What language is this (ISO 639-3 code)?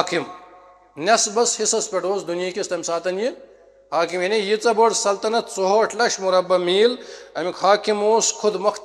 kas